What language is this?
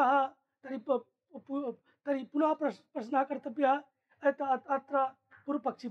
Sanskrit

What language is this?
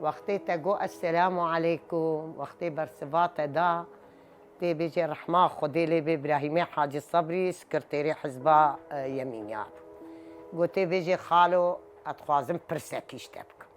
Kurdish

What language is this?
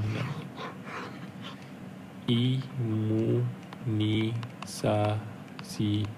Malay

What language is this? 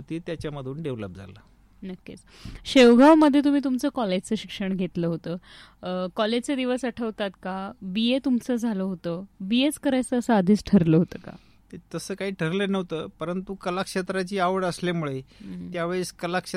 Marathi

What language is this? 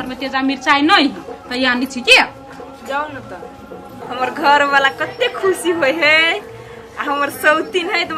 Maithili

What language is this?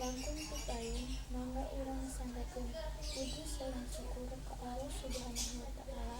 Sundanese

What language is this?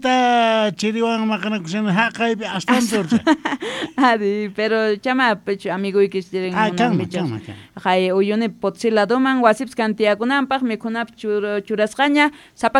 South Bolivian Quechua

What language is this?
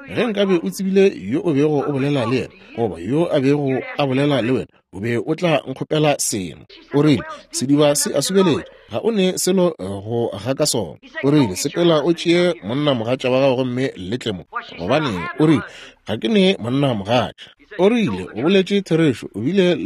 Northern Sotho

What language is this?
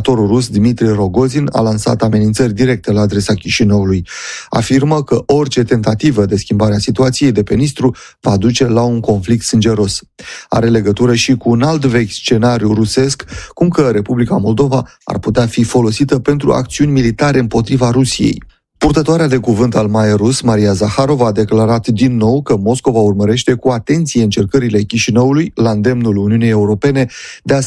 Romanian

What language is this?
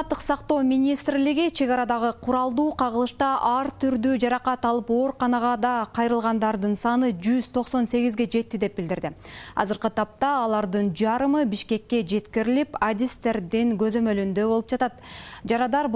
Kyrgyz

